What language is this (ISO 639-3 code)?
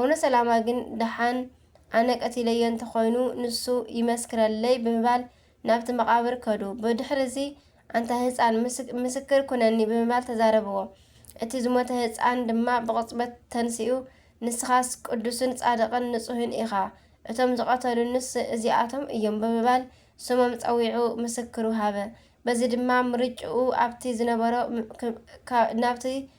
tir